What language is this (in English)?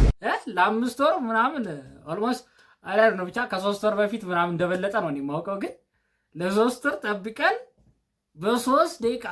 Amharic